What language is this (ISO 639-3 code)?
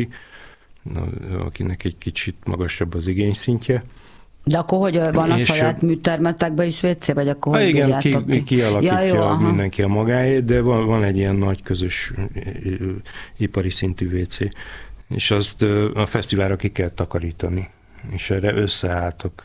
hun